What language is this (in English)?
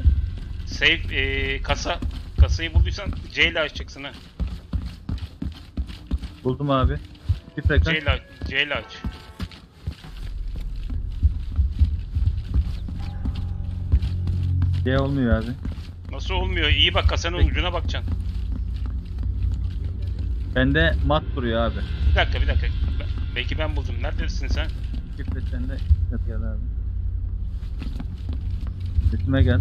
Turkish